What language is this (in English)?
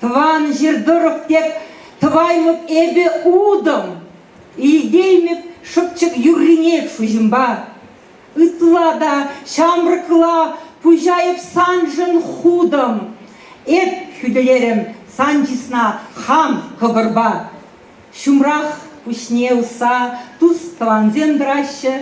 Chuvash